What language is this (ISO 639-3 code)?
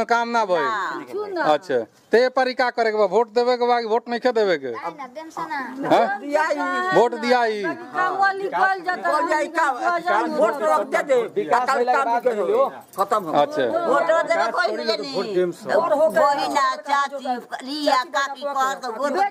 bho